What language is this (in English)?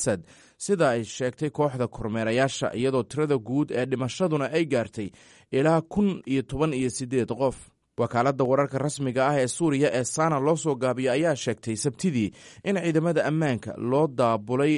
Somali